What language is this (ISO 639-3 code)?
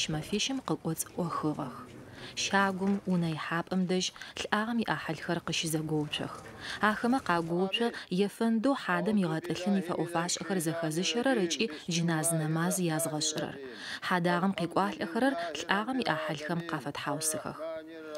ady